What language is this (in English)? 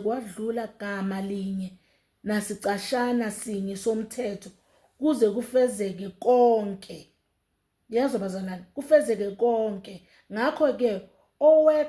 Zulu